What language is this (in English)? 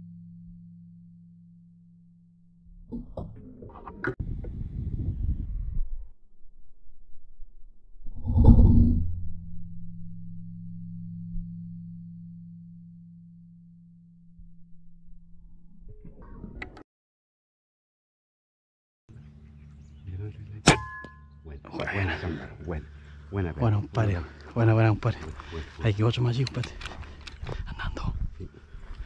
Spanish